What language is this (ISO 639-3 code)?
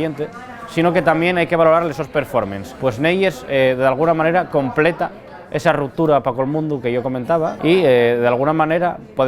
ast